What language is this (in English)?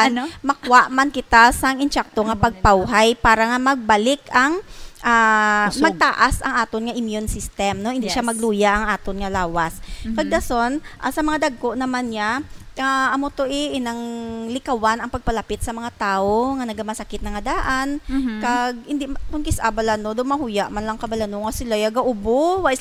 Hiligaynon